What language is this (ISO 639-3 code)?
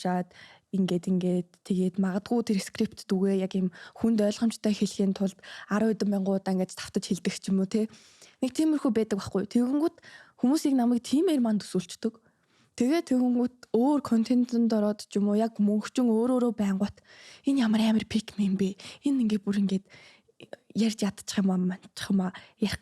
mon